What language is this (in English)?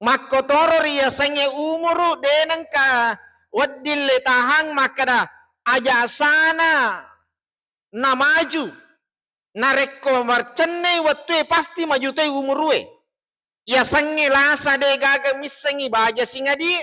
Buginese